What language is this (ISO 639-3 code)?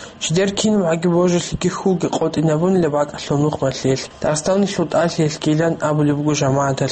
ava